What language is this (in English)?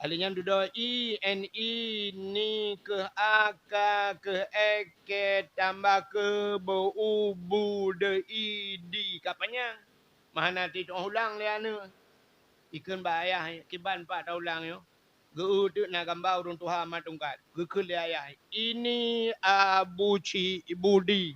Achinese